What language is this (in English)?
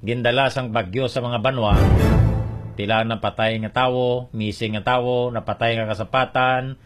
Hiligaynon